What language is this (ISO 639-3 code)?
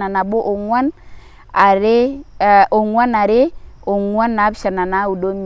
mas